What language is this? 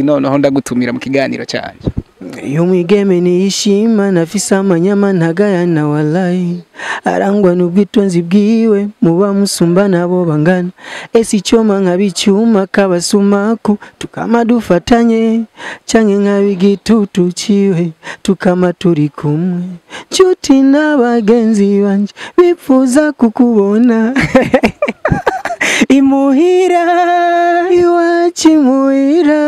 Rundi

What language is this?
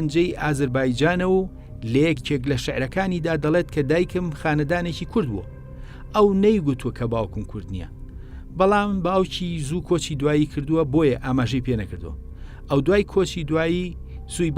Central Kurdish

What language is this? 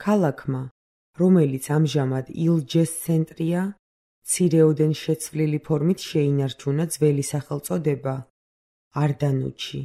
Georgian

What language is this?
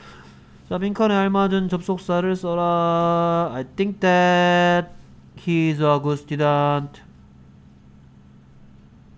Korean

